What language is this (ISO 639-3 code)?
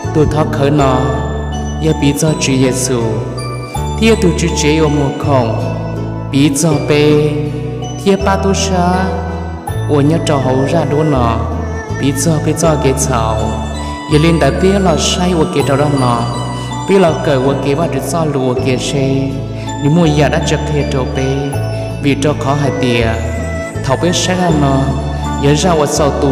hmn